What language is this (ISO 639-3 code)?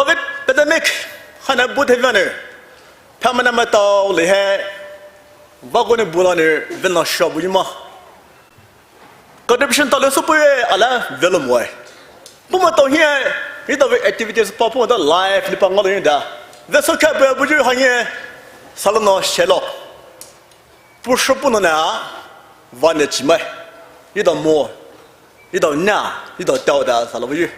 pmx